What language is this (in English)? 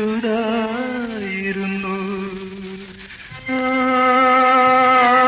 Malayalam